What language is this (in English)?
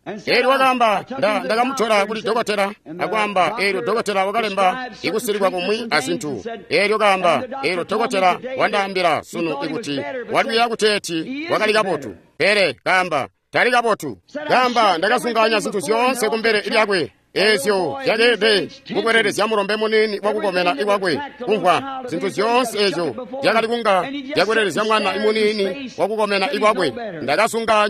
Tonga (Zambia)